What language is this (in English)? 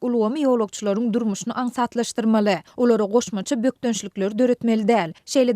Turkmen